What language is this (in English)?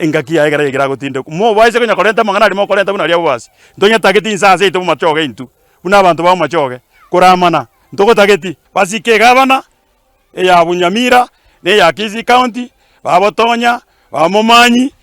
Gusii